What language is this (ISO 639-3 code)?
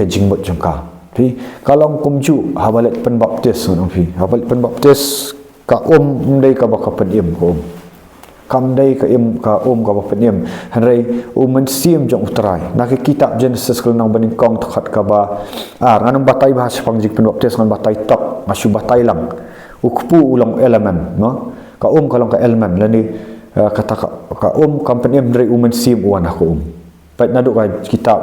kha